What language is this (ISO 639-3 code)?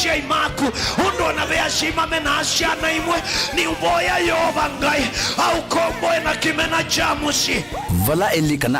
kam